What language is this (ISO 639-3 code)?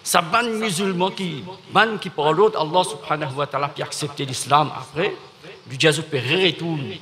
mfe